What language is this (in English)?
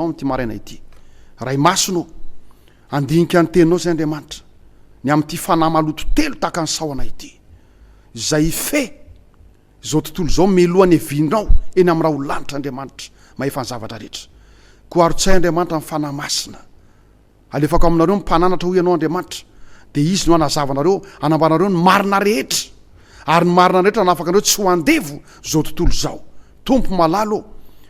Malagasy